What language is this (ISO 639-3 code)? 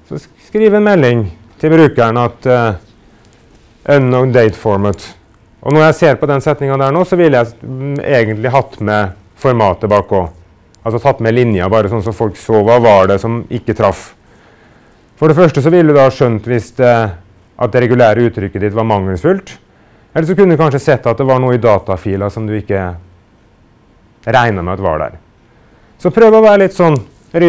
nor